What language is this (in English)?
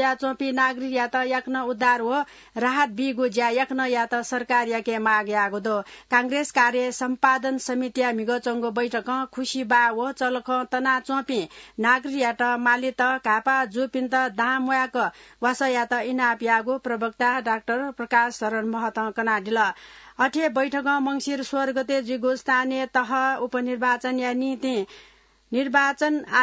Newari